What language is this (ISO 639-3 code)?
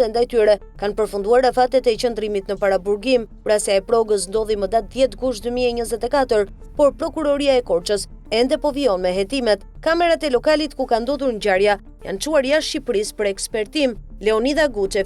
sqi